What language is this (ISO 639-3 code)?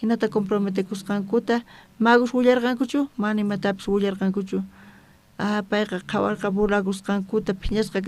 quh